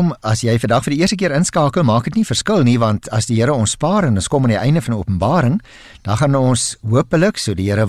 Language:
Afrikaans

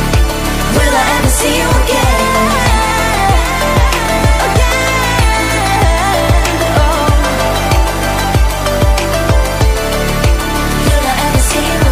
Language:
Korean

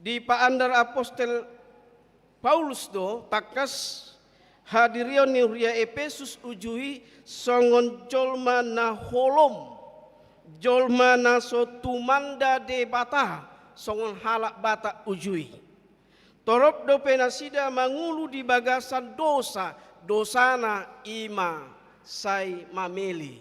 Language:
Batak Toba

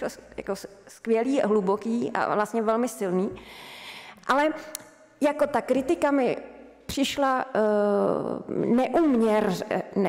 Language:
Czech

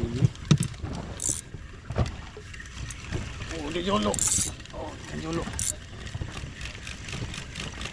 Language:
Malay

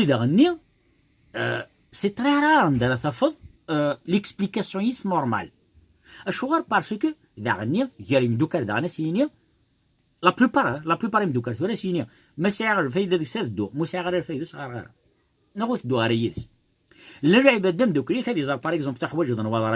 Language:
Kabyle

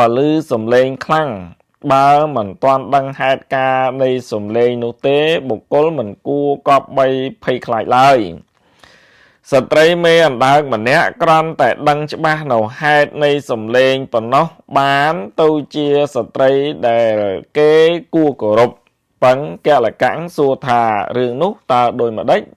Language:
Khmer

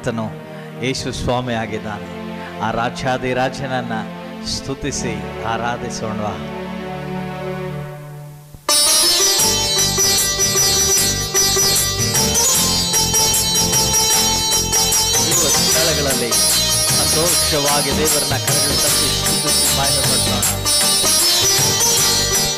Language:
Kannada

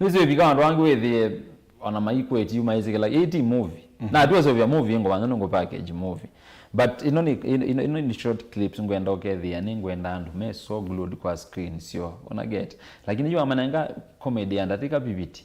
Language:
Kamba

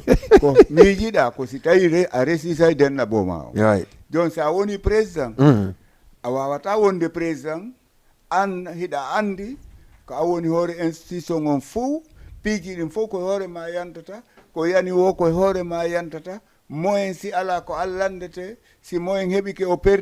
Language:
Fula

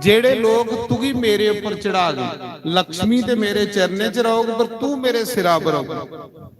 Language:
Dogri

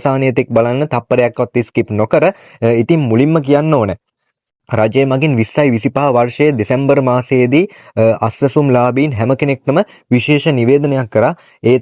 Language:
Sinhala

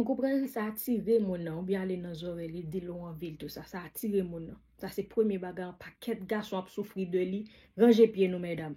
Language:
Haitian Creole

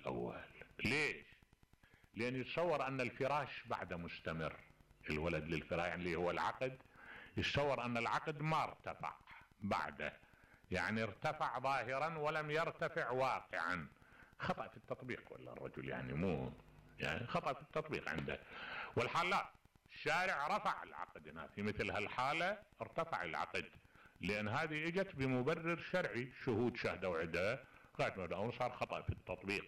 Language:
Mesopotamian Arabic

